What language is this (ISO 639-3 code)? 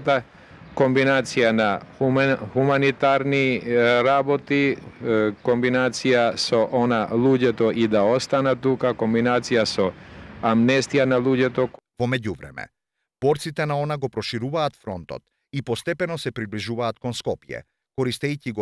mkd